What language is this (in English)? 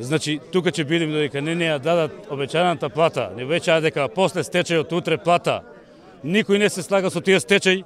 Macedonian